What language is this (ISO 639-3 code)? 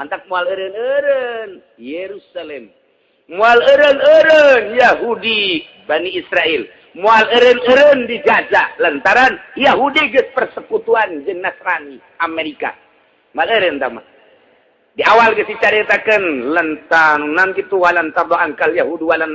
sun